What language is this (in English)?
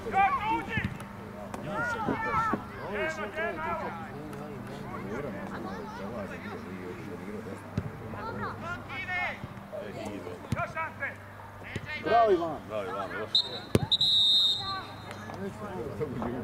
Croatian